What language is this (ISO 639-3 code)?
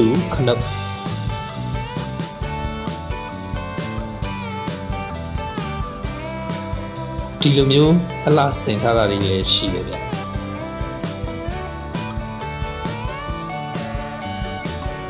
mya